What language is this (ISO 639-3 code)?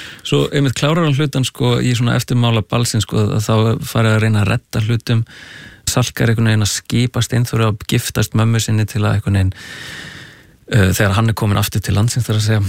isl